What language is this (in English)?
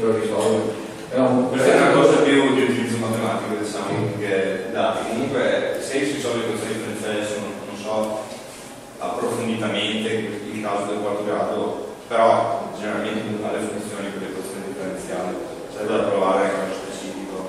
Italian